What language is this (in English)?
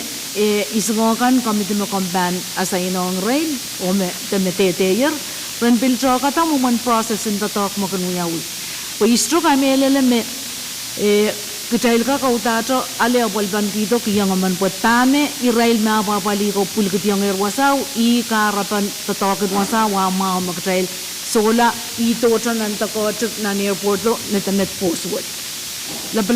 Pohnpeian